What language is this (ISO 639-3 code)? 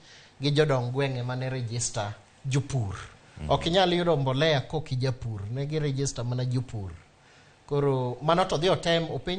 luo